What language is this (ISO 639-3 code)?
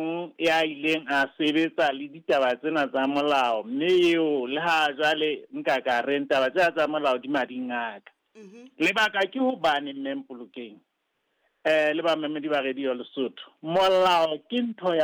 sot